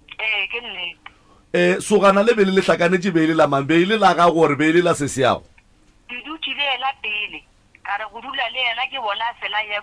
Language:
Northern Sotho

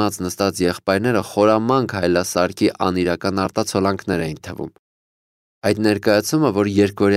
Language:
Armenian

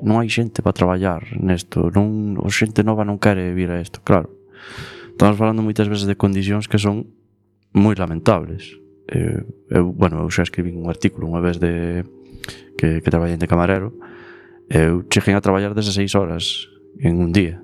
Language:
Galician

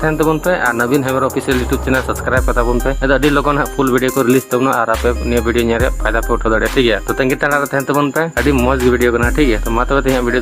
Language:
Santali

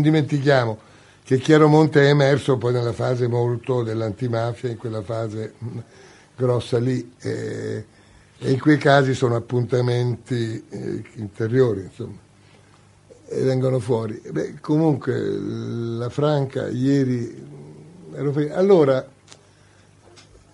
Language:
Italian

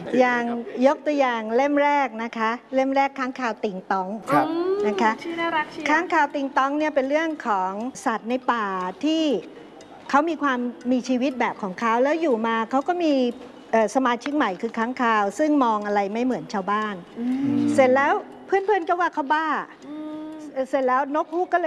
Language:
Thai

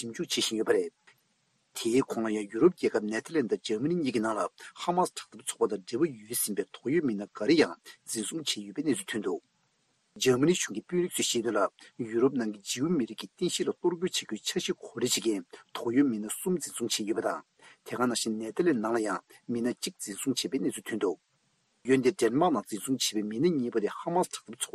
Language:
Tibetan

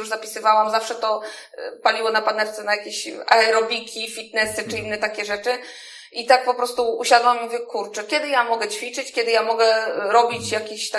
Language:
Polish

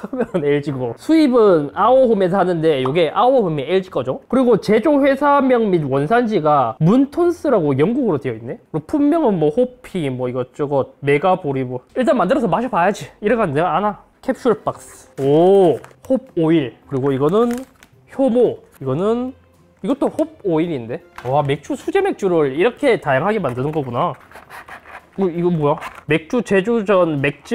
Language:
Korean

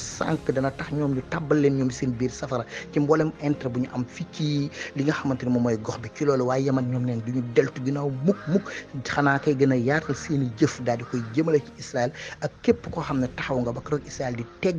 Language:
Wolof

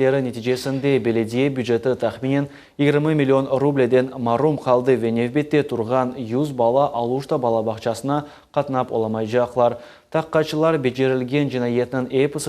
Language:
Crimean Tatar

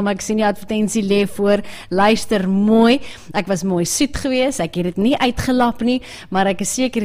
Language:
Afrikaans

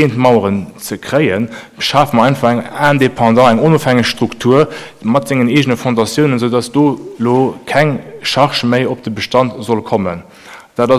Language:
Luxembourgish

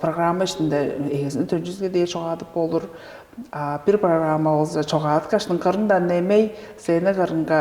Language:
Tuvinian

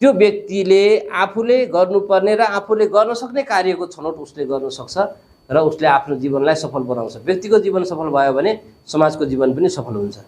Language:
Nepali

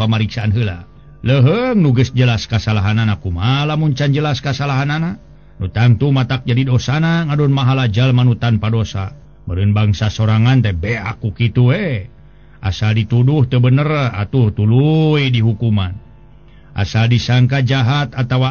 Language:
Sundanese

